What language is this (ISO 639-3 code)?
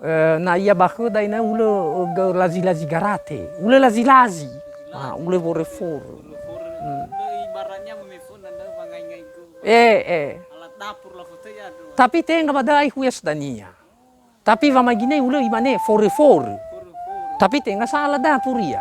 nia